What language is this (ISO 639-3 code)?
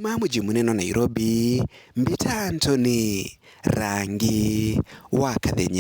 mer